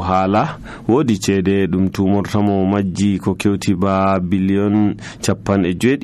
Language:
Nigerian Fulfulde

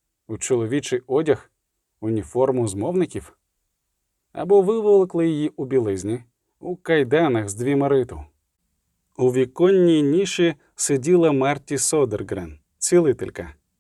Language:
Ukrainian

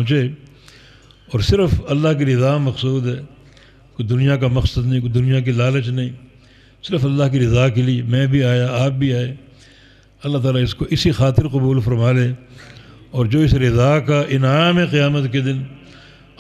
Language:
Urdu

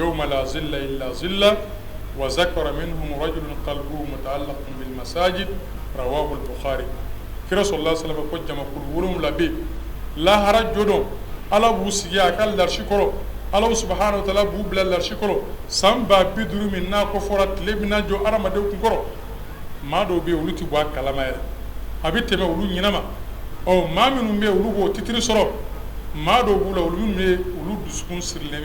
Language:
Bambara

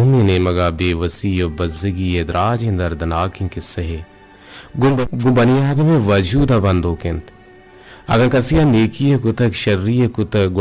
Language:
Eastern Balochi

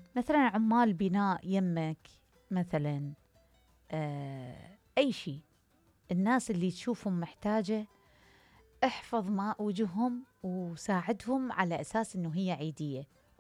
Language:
Mesopotamian Arabic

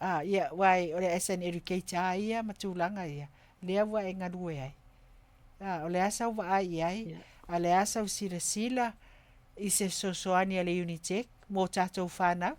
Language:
Samoan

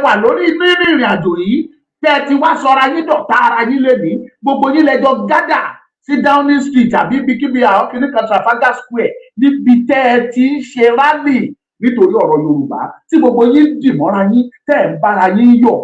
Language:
Yoruba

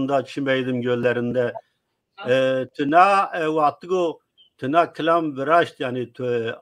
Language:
Zaza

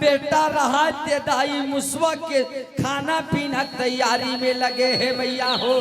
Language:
Chhattisgarhi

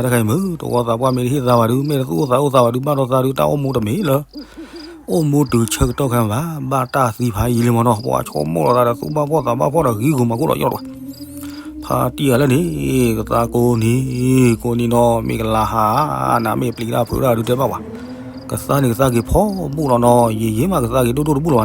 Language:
S'gaw Karen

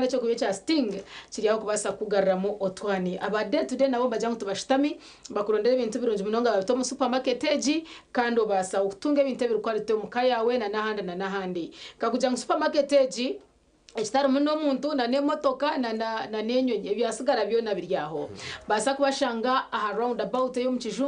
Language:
Nyankole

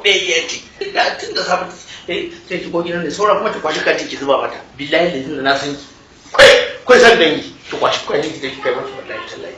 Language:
Hausa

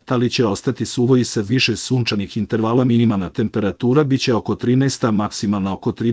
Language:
Serbian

